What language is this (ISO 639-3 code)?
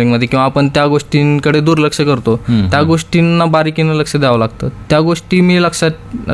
mar